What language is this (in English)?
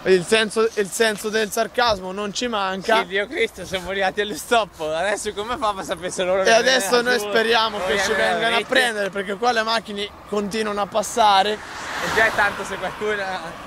Italian